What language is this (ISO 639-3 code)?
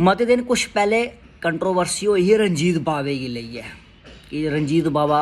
doi